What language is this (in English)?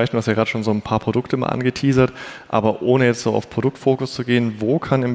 German